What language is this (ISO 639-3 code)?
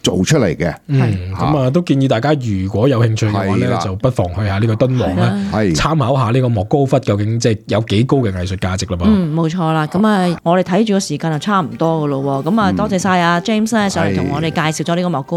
yue